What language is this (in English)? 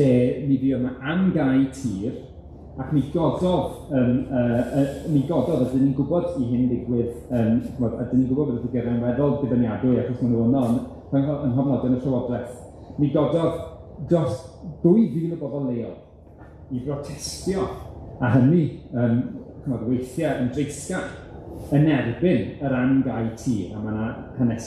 Welsh